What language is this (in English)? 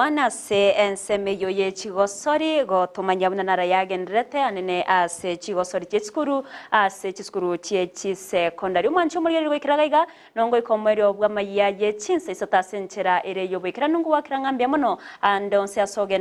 Gusii